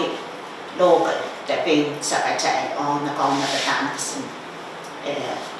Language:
Pohnpeian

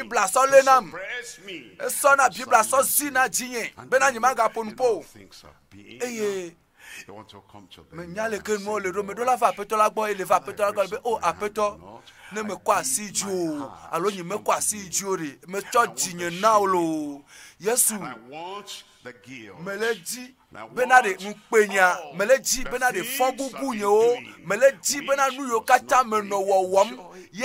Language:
Ewe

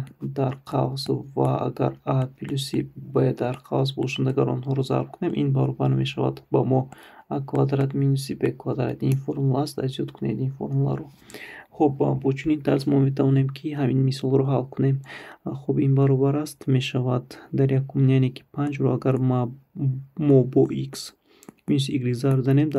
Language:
Tajik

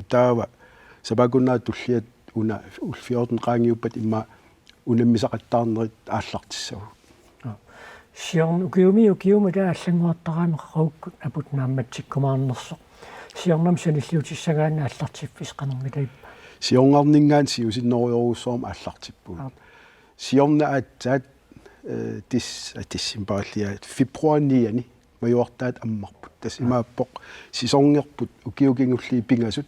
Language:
Kalaallisut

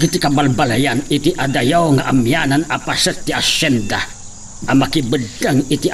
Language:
Iloko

